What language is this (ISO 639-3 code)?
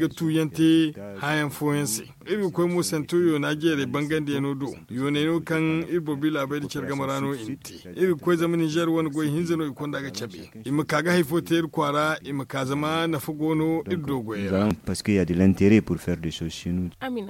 dje